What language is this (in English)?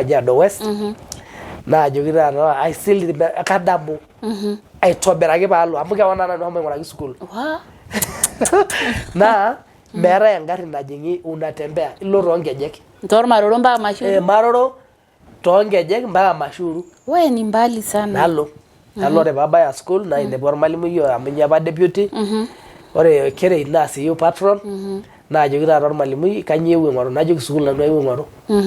Masai